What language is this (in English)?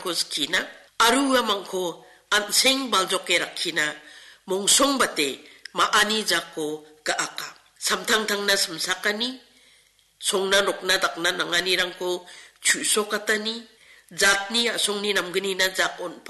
Garo